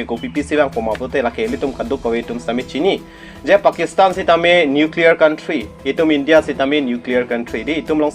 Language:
Karbi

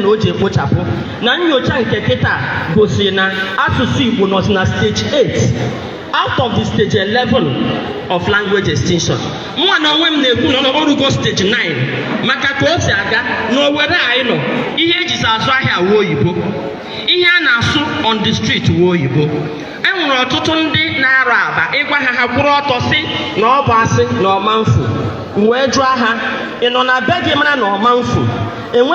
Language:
Igbo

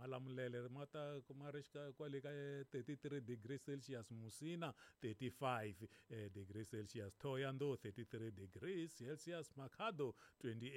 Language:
Tsonga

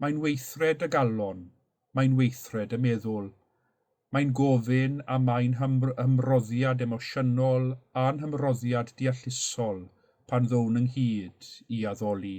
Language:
Welsh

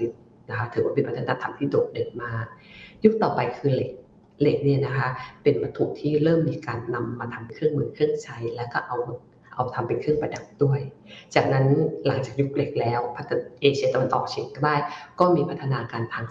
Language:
Thai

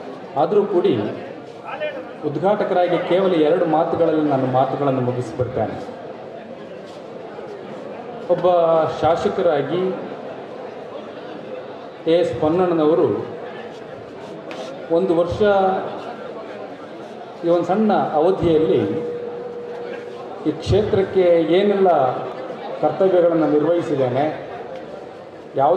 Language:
Kannada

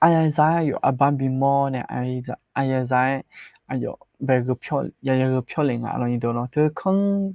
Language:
Akha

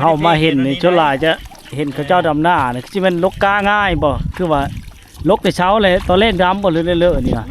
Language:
Lao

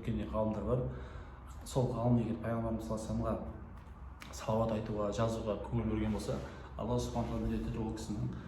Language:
Kazakh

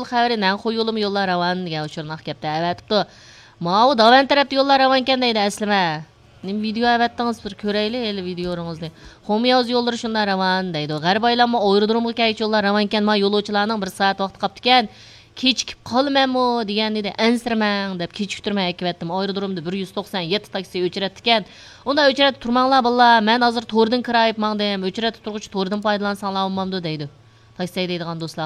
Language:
Uyghur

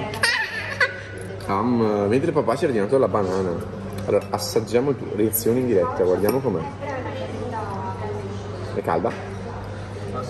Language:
Italian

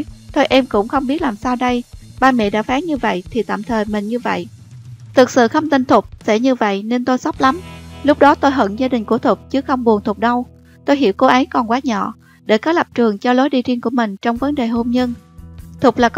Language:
Vietnamese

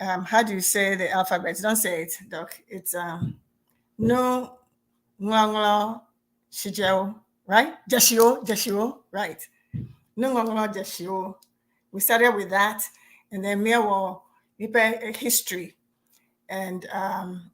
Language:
Ewe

